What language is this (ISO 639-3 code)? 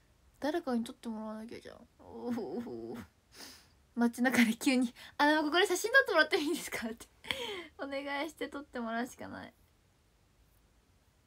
jpn